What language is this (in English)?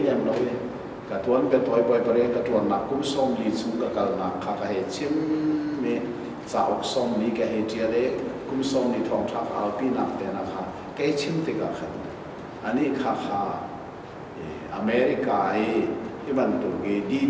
Hakha Chin